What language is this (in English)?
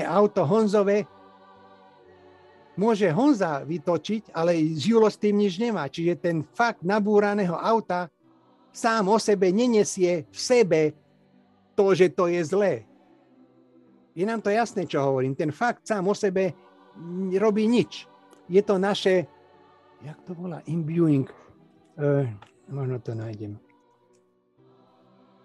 Slovak